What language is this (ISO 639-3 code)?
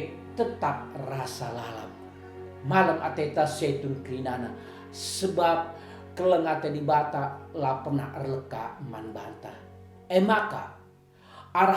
btx